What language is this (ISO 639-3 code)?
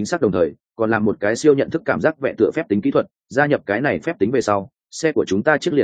vie